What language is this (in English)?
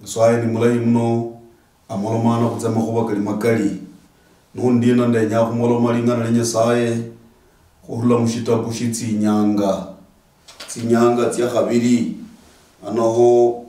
Luyia